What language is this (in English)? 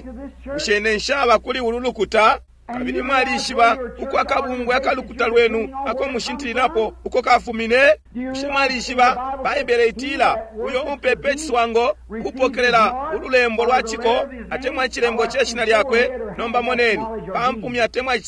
Bemba